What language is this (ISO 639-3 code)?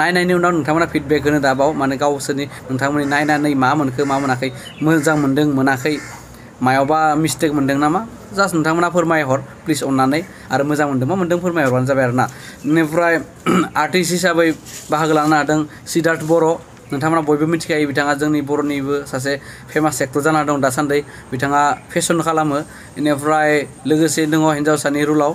brx